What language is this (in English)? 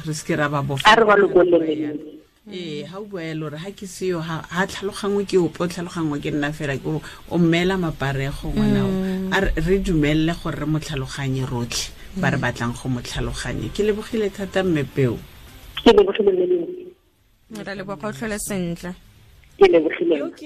Tswana